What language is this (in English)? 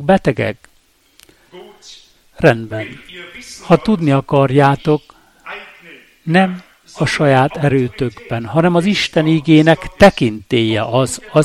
Hungarian